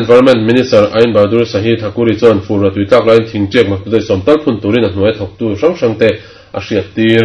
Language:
Mizo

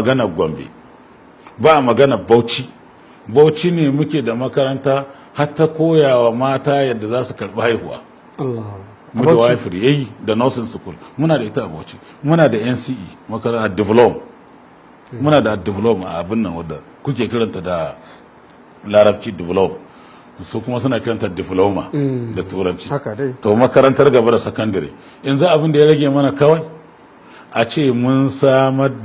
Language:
Hausa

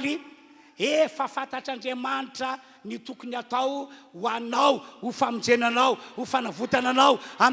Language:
Malagasy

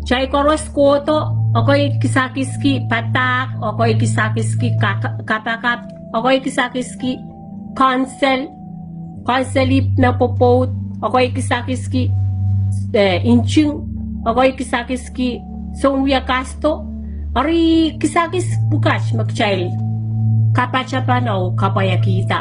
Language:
Pohnpeian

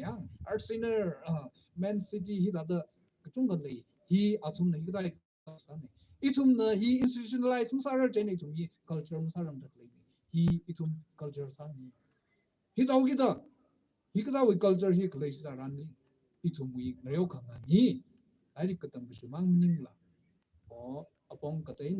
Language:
Tangkhul Naga (India)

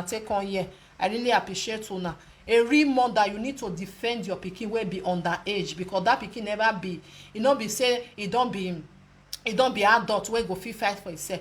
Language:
Nigerian Pidgin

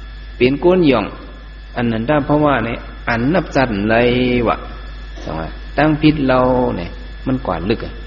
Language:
Shan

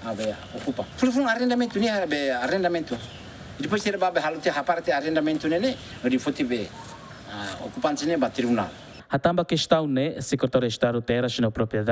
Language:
Tetum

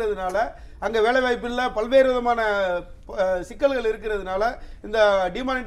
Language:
Tamil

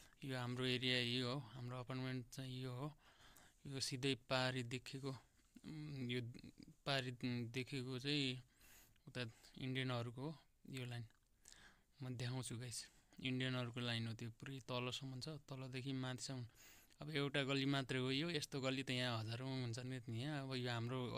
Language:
Nepali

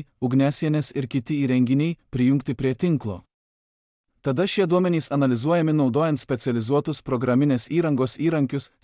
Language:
Lithuanian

